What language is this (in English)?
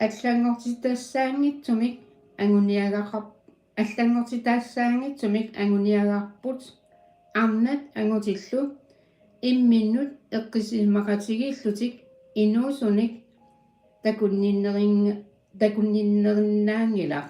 Kalaallisut